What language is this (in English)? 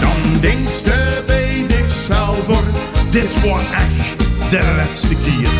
Limburgish